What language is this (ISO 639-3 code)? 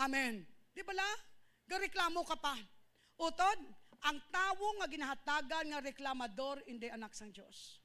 hil